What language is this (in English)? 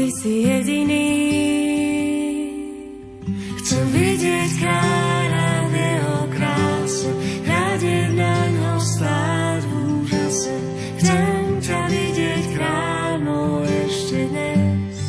Slovak